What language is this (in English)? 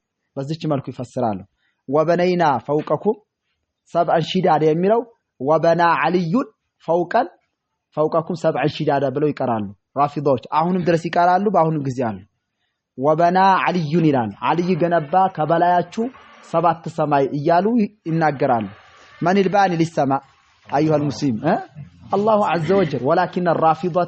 Amharic